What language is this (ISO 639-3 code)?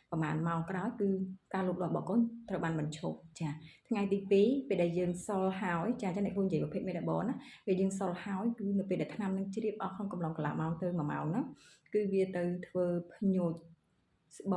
khm